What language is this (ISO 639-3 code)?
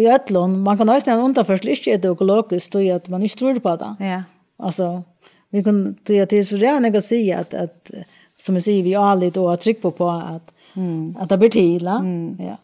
fao